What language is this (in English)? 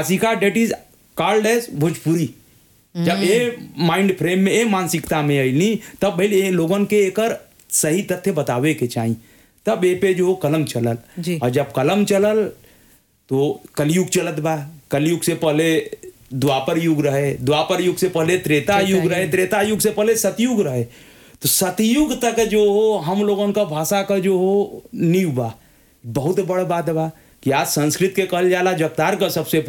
Bhojpuri